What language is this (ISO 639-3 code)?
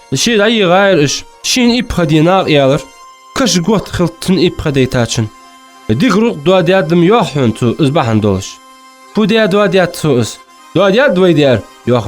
inh